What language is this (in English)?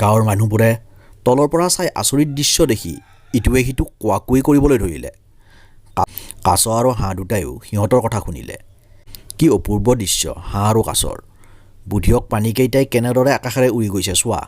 Assamese